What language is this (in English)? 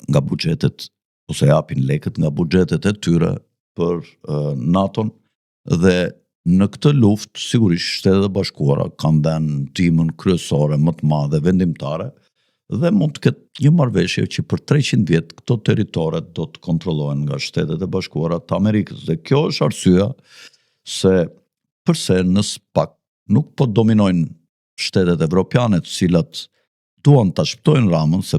Albanian